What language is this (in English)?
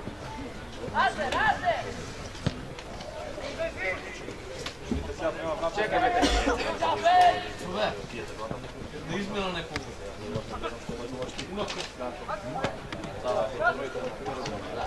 Croatian